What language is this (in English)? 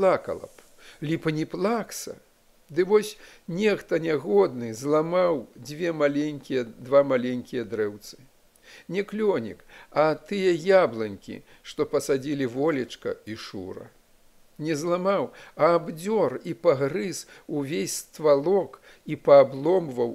Belarusian